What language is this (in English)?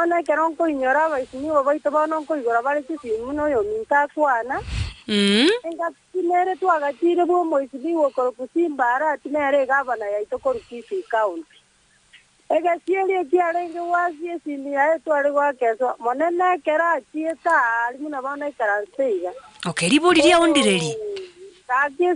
Gusii